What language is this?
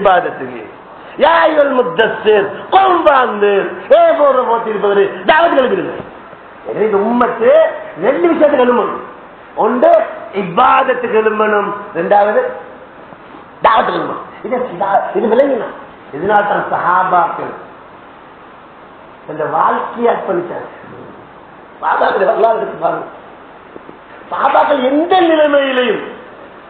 Tamil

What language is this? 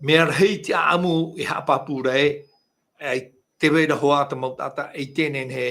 Tahitian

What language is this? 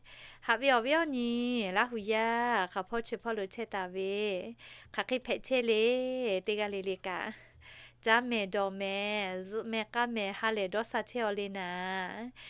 Lahu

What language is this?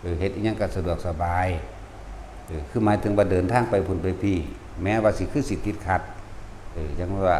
Lao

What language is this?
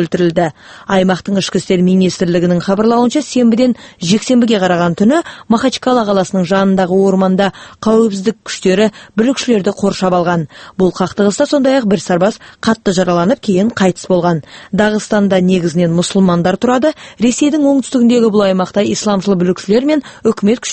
Kazakh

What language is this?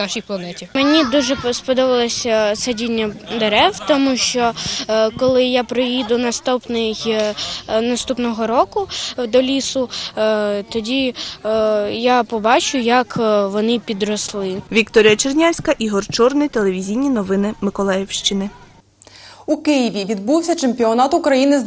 Ukrainian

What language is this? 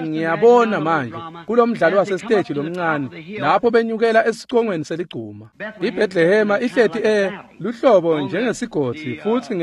Swati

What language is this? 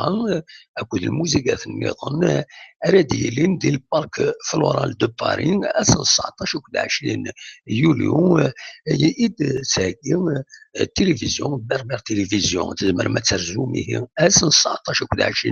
Kabyle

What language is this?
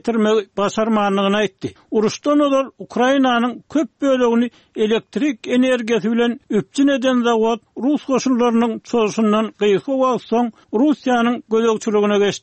Turkmen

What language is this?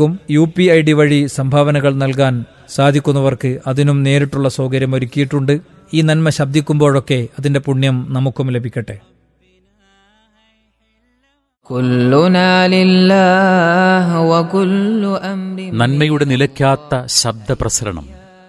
Malayalam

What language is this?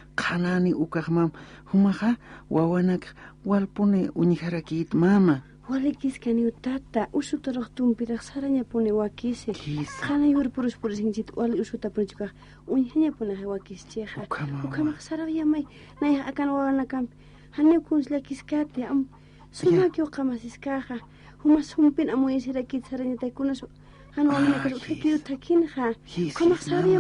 Aymara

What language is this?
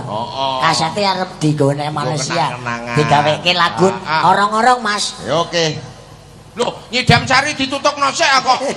Javanese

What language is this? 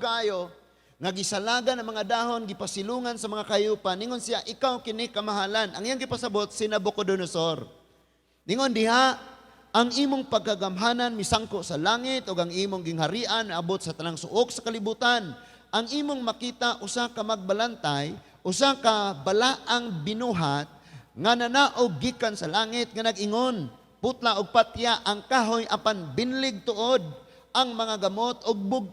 Cebuano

